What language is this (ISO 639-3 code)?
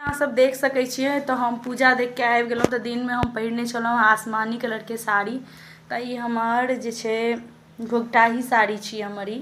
mai